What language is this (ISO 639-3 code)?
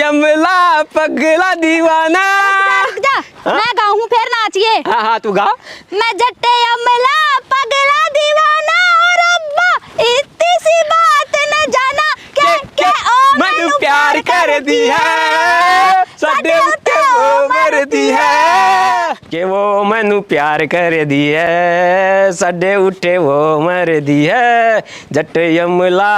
bgc